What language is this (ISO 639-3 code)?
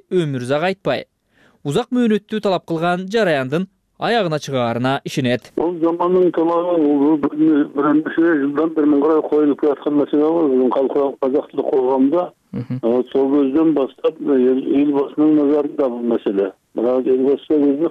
kir